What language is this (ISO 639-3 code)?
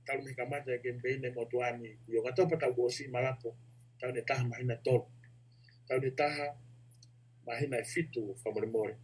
ton